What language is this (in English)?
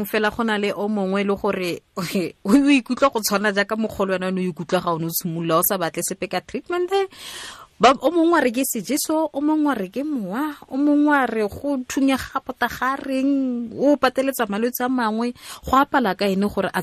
Tswana